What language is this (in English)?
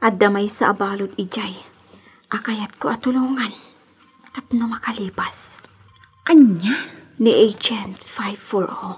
Iloko